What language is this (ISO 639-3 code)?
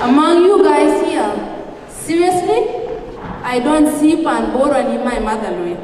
din